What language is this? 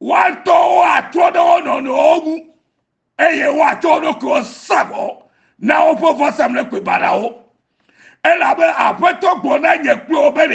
Ewe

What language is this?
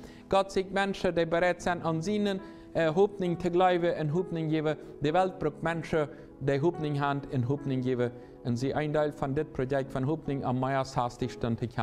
Plautdietsch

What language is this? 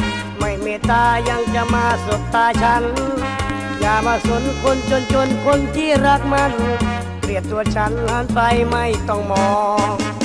Thai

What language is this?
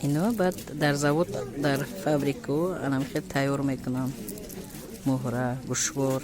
Tajik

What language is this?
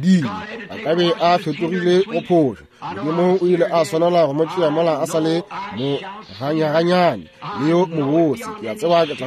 Northern Sotho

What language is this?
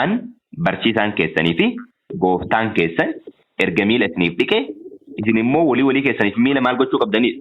Oromo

